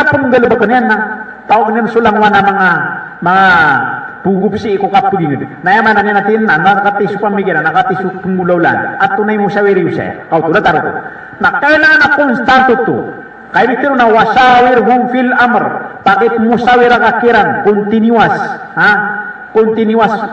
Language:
Maranao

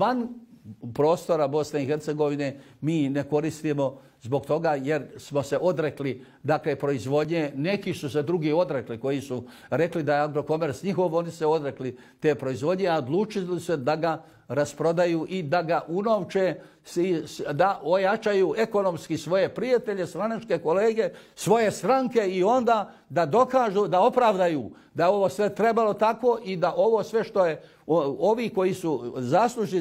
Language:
Bosnian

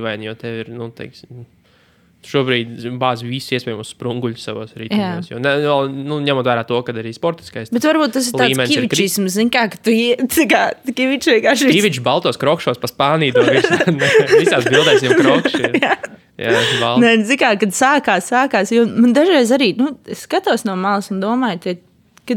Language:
Latvian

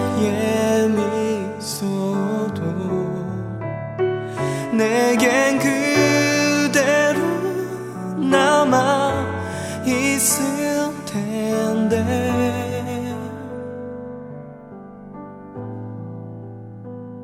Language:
Korean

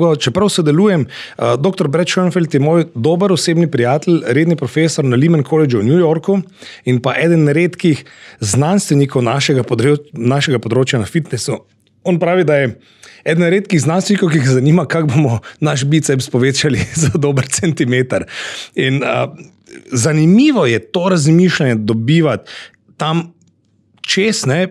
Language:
Slovenian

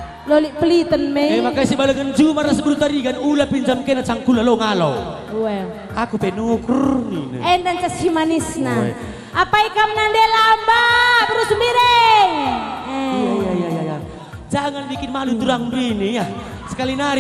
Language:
Batak Karo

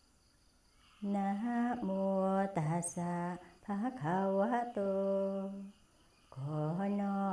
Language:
Thai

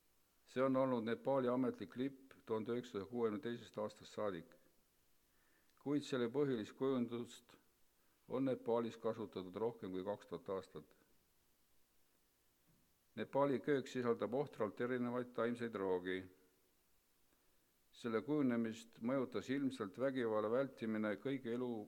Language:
Estonian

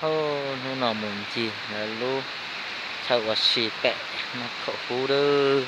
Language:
Hmong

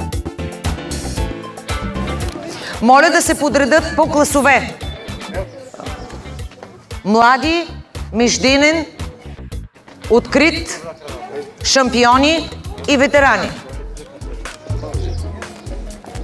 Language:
Bulgarian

